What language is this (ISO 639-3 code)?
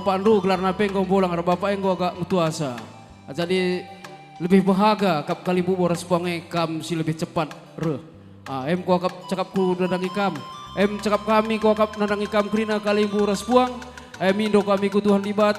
btx